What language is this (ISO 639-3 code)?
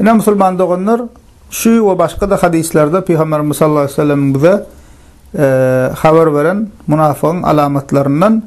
tuk